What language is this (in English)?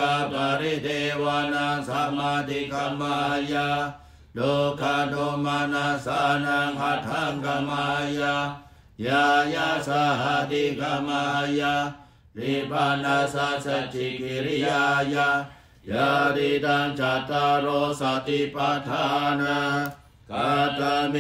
Pali